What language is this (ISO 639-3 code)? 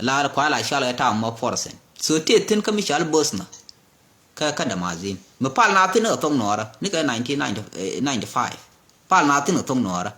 nus